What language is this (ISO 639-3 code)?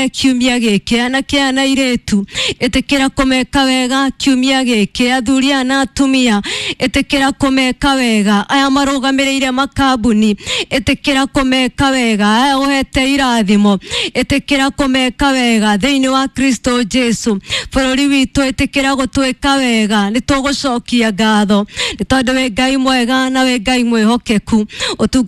kik